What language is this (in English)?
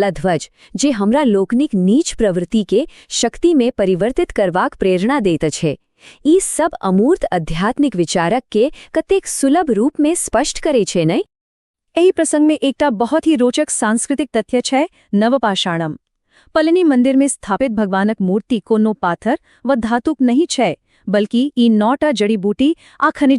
Maithili